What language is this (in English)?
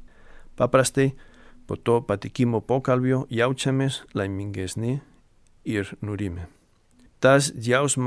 Lithuanian